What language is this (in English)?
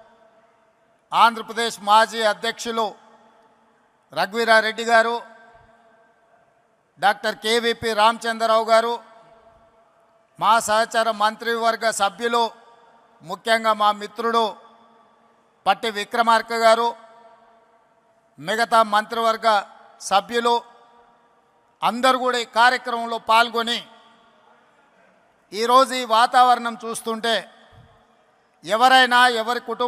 Telugu